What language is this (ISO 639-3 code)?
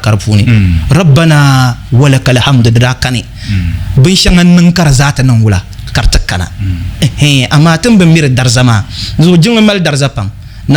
dag